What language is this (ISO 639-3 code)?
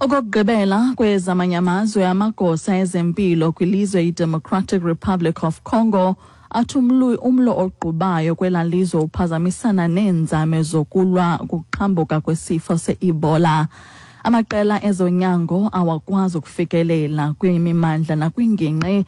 xho